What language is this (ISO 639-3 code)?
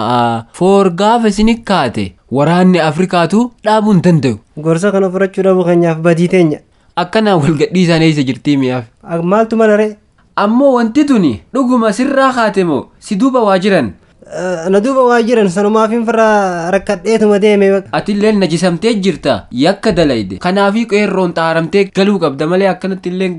orm